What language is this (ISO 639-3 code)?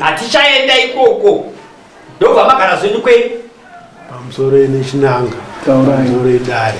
sna